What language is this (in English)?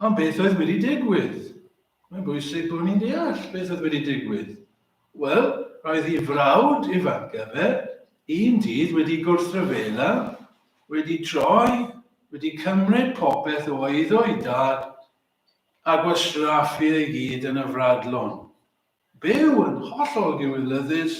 Welsh